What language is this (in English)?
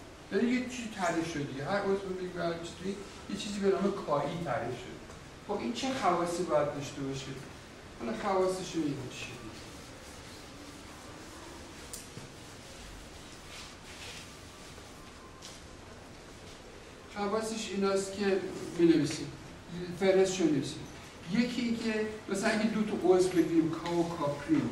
Persian